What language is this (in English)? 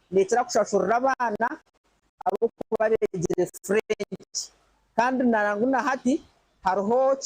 Nyankole